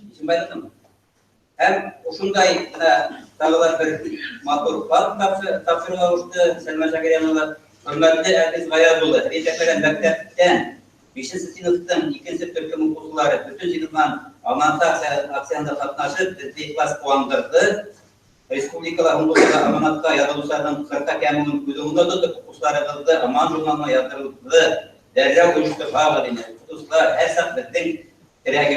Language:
Bashkir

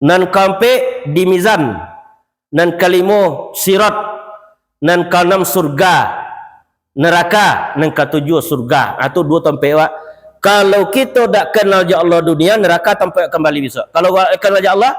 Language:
Minangkabau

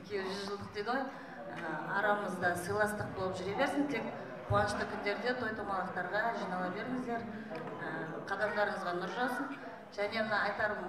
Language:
Kazakh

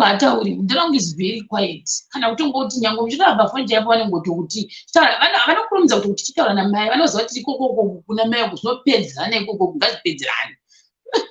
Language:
Shona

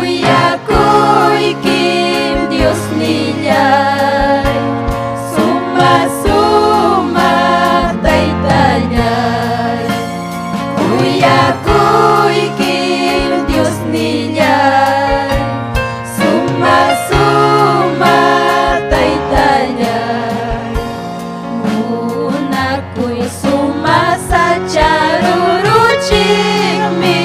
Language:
Ayacucho Quechua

